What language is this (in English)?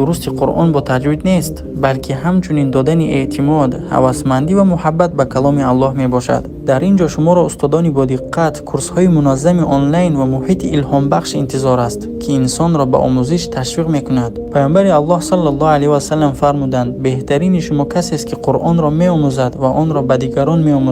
Tajik